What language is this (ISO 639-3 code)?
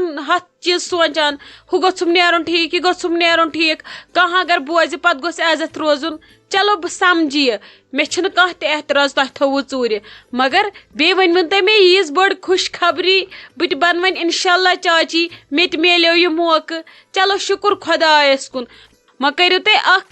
kas